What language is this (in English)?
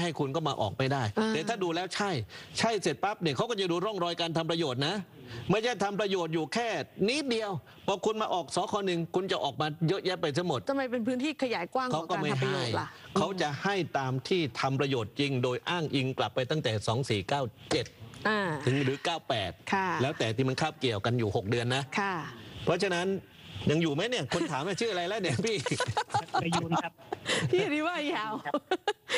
Thai